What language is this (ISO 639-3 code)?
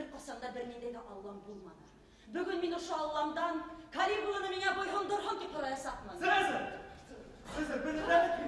bak